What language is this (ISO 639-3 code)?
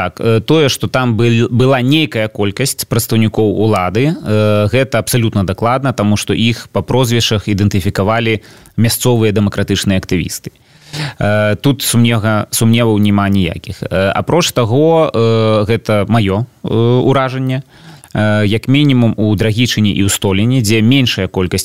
bel